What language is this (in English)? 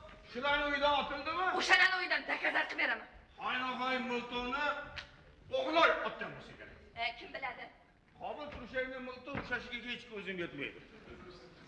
Uzbek